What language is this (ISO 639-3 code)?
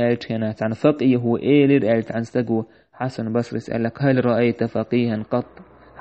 che